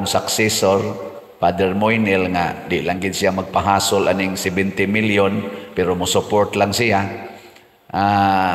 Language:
Cebuano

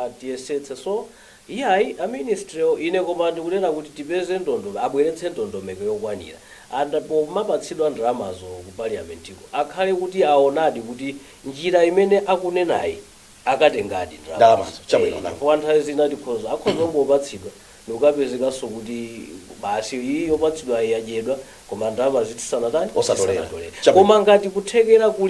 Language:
Nyanja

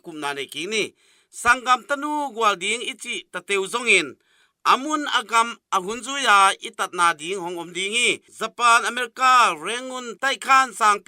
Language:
Tedim Chin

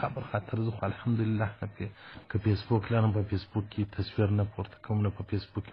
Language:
Pashto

